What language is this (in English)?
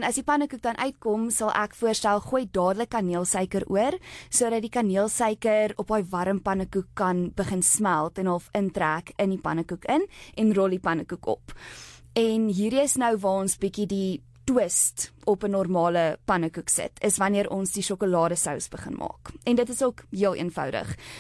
Afrikaans